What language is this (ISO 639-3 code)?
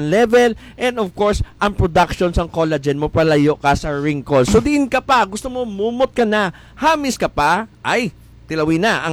hil